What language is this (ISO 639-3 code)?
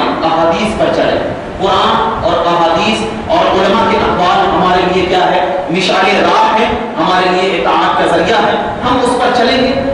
urd